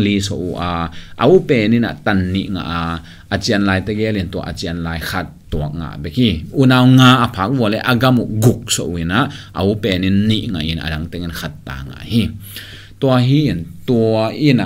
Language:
Tedim Chin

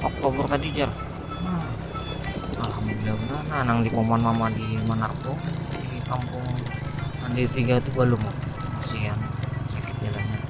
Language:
Banjar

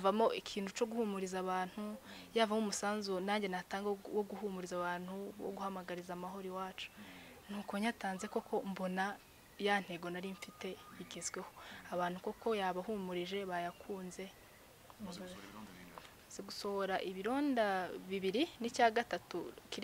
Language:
Kinyarwanda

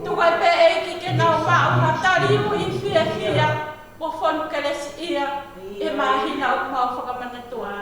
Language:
Tongan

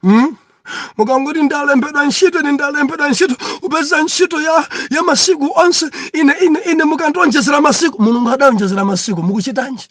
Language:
Nyanja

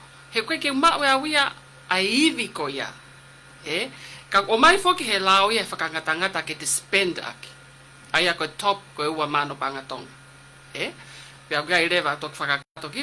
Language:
Tongan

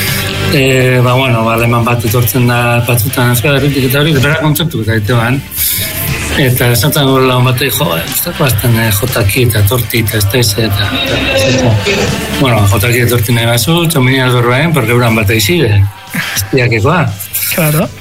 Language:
Basque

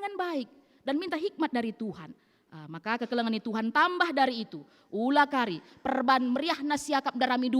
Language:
Batak Karo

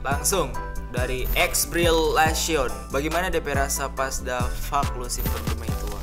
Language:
Manado Malay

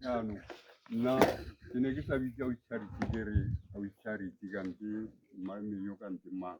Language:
Tswana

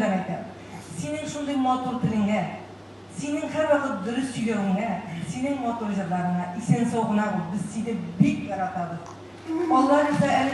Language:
Tatar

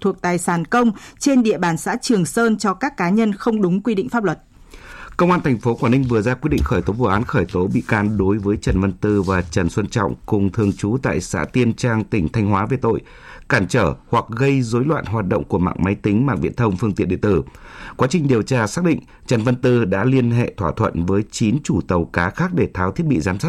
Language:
Vietnamese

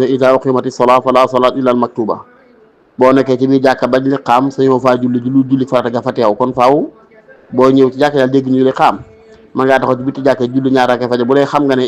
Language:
Wolof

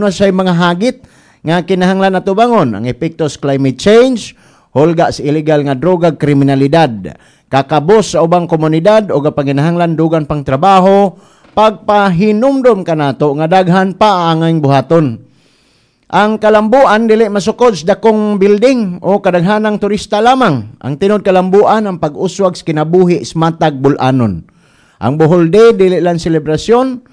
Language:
Cebuano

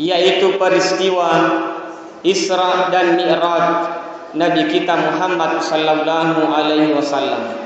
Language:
Buginese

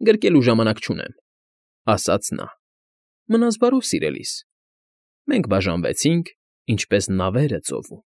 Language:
Armenian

